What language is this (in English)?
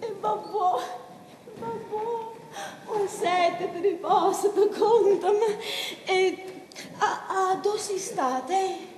Neapolitan